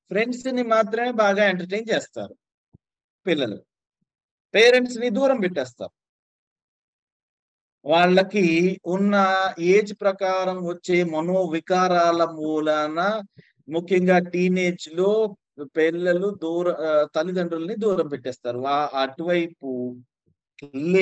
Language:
Telugu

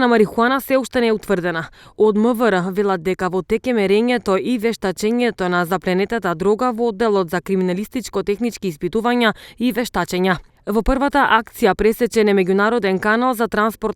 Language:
Macedonian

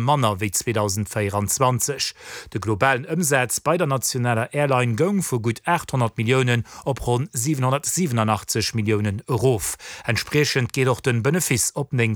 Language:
Luxembourgish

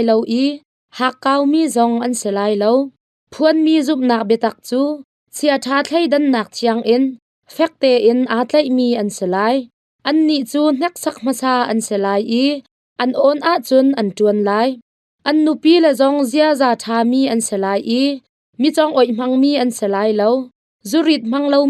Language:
Hakha Chin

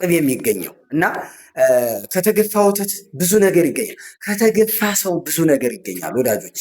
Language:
Amharic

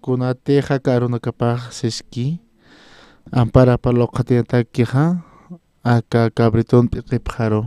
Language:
Aymara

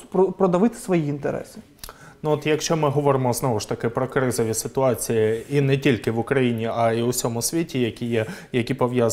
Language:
Ukrainian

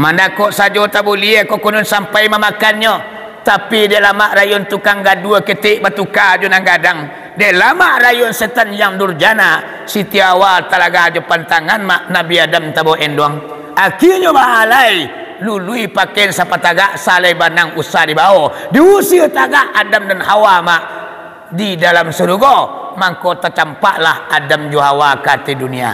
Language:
Minangkabau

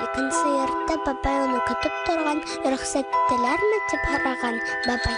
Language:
Bashkir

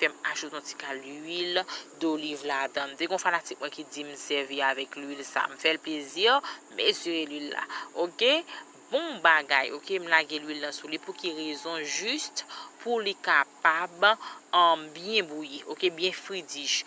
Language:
Haitian Creole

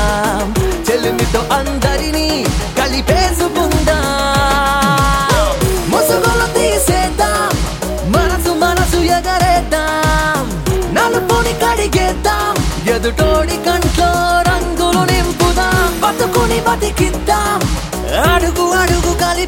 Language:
Telugu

